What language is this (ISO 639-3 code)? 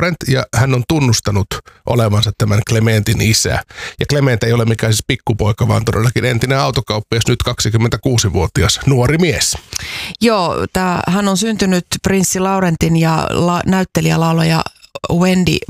fin